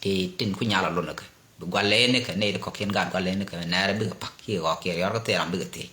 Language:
Nuer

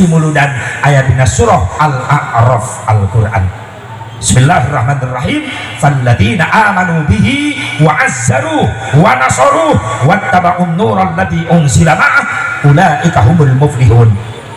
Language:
Sundanese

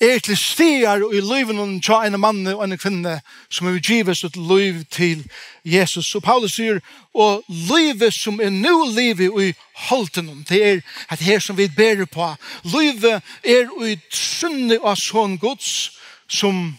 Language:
Faroese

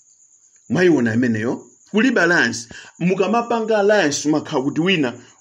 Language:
Nyanja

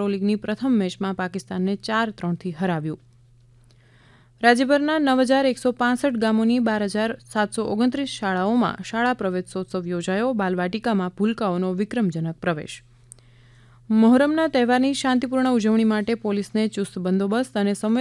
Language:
Gujarati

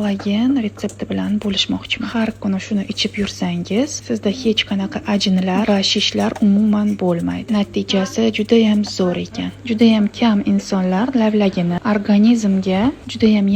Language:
Uzbek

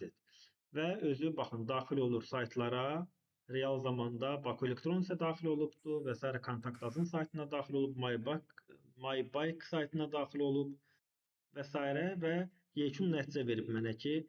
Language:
Azerbaijani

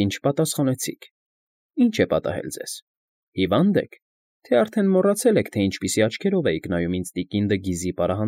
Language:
Armenian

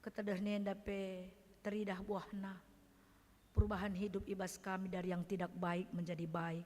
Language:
Batak Karo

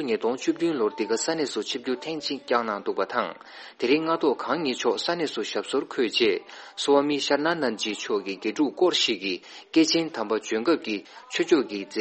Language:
Tibetan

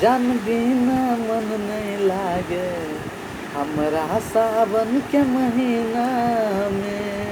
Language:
Maithili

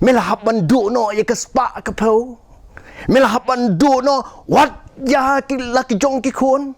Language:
Khasi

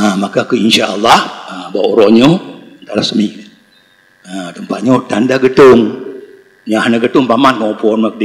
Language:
Achinese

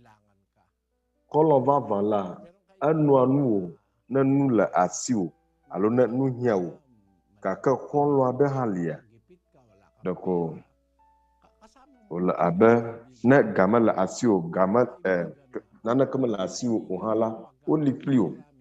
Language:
Ewe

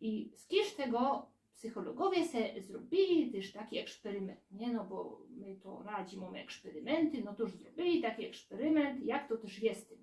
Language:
Silesian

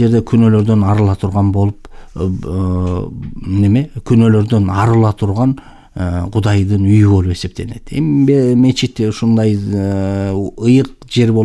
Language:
Kyrgyz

